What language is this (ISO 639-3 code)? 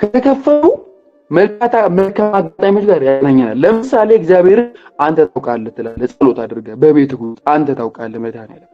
amh